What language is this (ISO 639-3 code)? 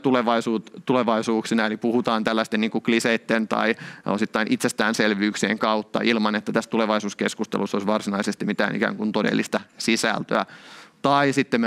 fin